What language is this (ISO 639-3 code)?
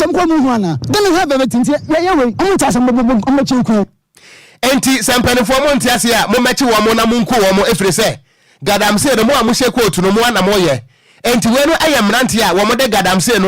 aka